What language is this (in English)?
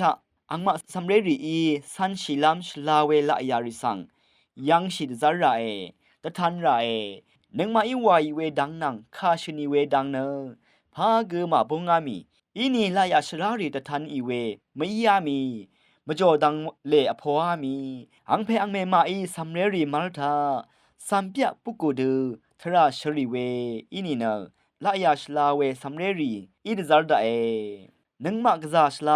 Rawang